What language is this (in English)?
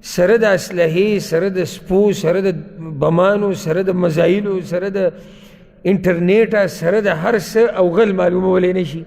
Pashto